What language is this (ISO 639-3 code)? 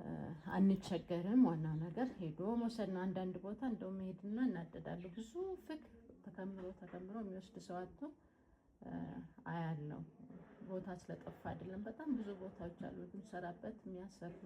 amh